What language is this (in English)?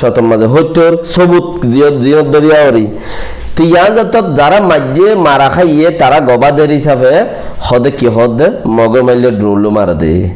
Rohingya